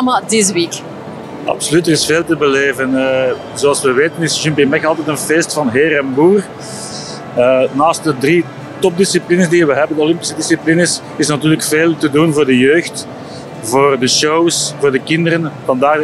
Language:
Dutch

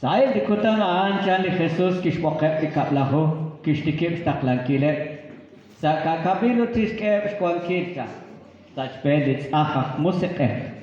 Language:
Kekchí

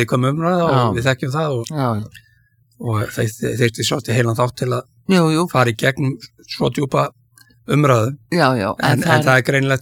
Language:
Icelandic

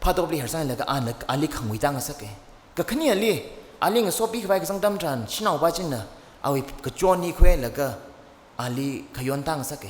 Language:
Tangkhul Naga (India)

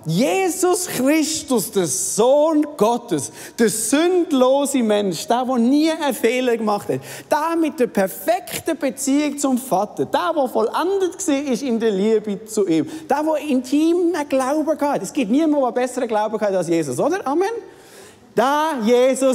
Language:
Swiss German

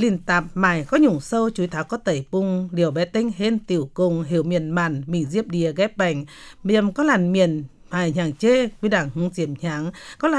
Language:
Vietnamese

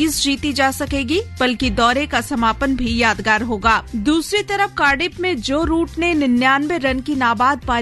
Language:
Hindi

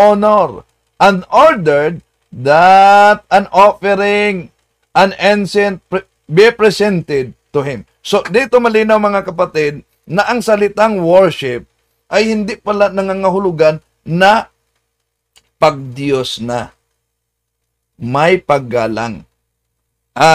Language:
Filipino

